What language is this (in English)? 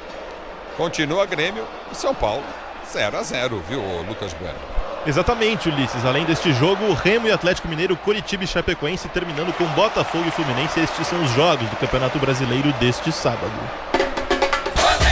Portuguese